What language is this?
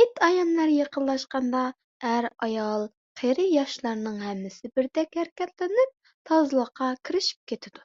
Uyghur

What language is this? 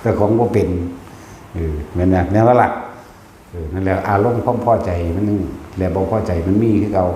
Northeastern Thai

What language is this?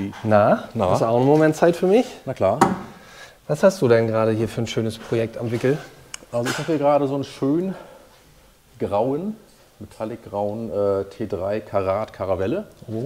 German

